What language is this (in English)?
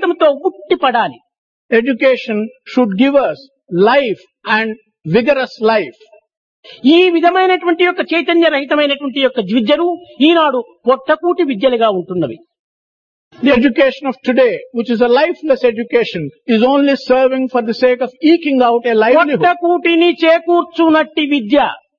Telugu